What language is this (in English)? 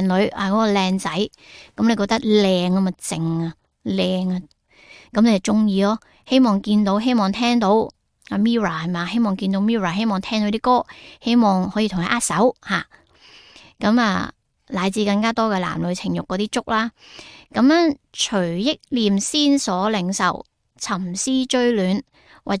Cantonese